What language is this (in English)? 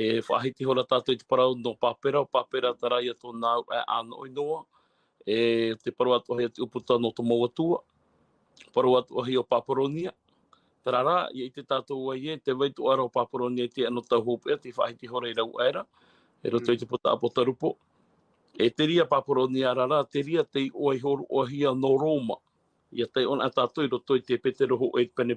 Tahitian